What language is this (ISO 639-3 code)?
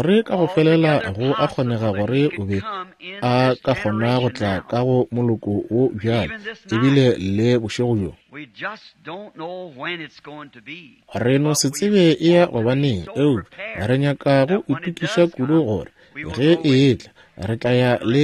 nso